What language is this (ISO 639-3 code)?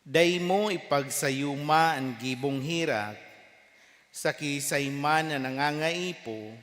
bik